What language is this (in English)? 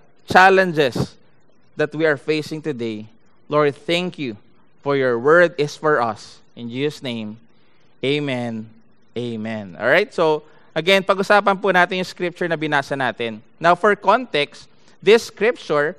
Filipino